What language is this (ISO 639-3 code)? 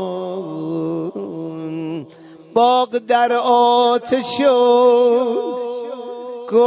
fas